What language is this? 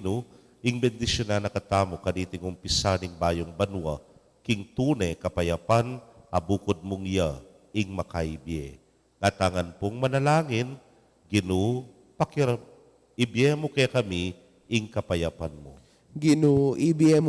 Pampanga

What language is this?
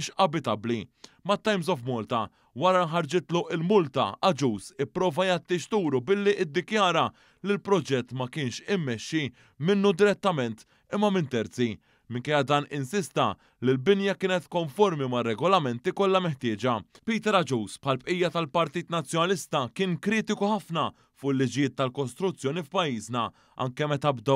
Maltese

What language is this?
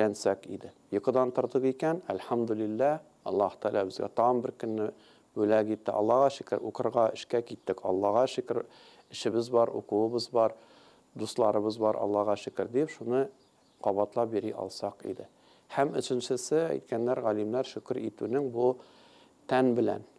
Tatar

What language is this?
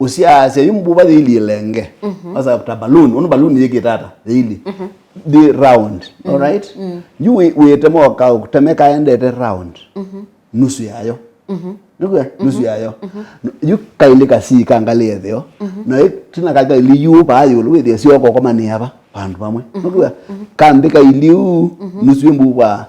Kamba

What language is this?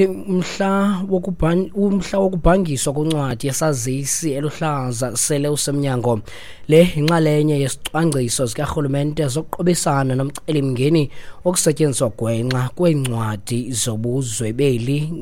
Xhosa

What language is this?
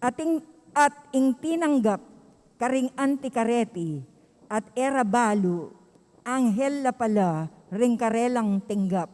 Pampanga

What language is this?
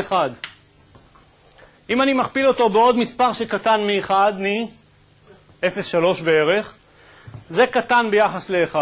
Hebrew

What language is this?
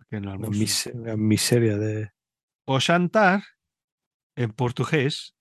Galician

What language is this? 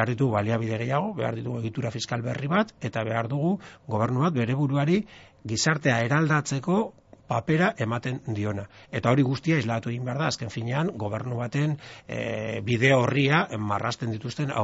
Basque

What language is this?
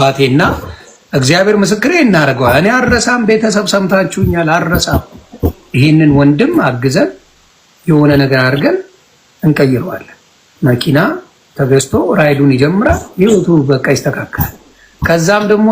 Amharic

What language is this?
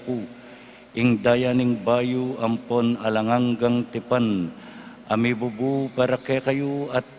Pampanga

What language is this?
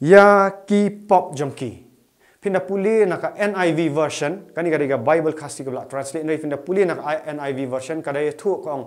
Khasi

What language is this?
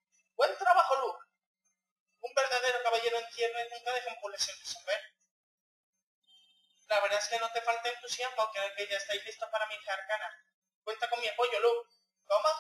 Spanish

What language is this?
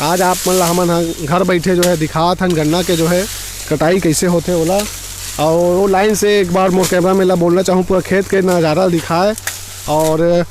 Chhattisgarhi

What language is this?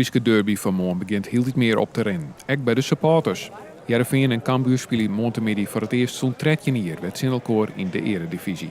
Western Frisian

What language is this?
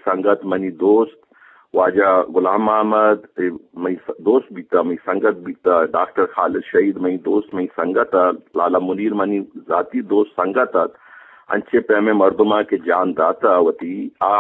Eastern Balochi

